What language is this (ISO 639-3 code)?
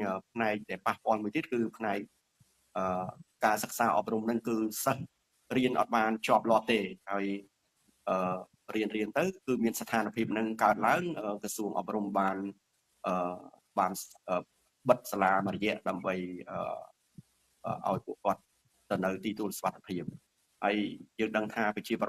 khm